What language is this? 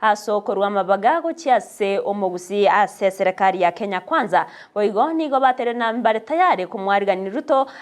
Gusii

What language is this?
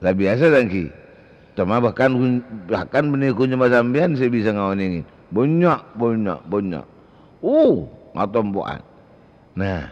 Madurese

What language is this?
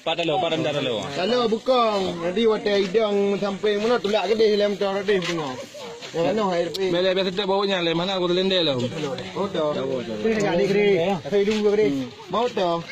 Achinese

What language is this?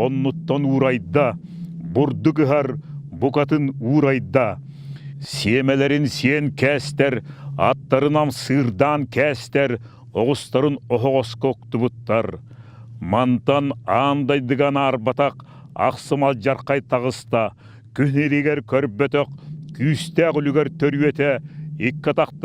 Yakut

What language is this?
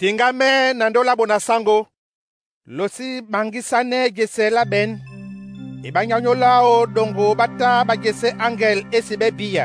Duala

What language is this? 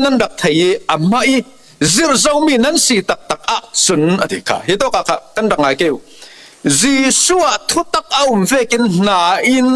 Falam Chin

